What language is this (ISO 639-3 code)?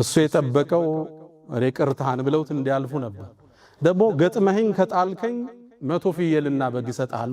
amh